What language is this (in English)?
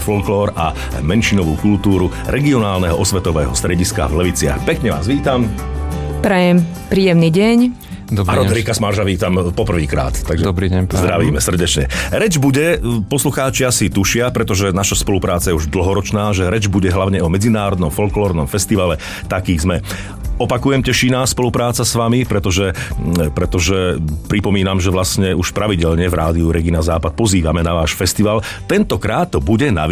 Slovak